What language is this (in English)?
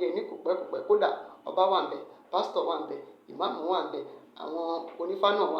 Yoruba